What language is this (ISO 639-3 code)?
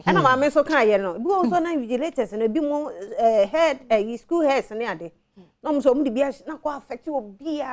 aka